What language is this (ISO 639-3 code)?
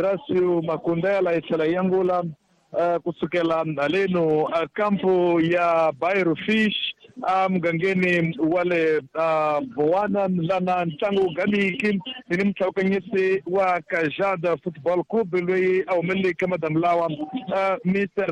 tso